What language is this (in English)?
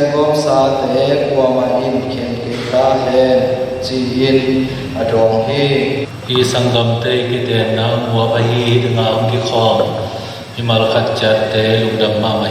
Tedim Chin